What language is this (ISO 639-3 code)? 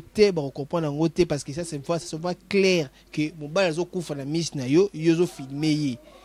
lin